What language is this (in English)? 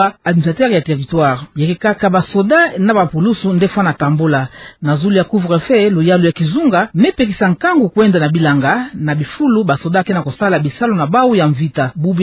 Kituba (Democratic Republic of Congo)